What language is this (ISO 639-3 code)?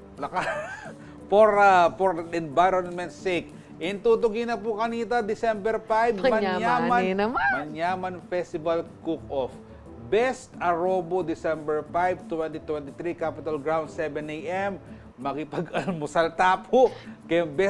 pam